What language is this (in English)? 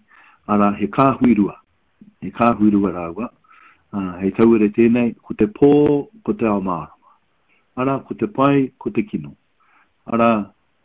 Māori